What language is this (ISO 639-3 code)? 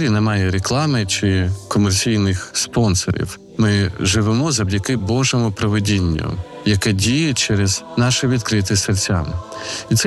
ukr